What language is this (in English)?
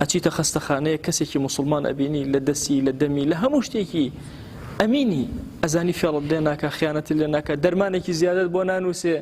Central Kurdish